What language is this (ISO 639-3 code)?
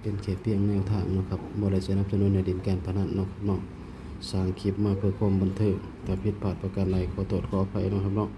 tts